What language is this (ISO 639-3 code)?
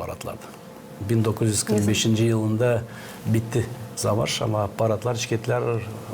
gag